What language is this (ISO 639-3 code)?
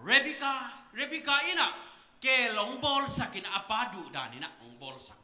ctd